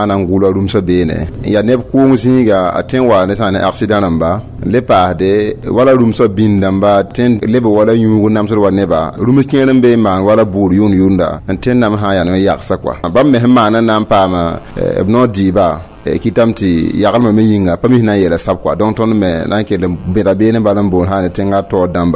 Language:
Mossi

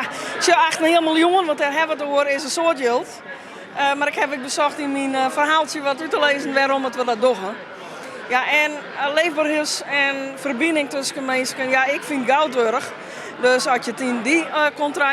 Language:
Western Frisian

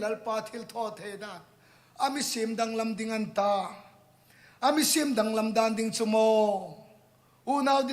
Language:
Hmar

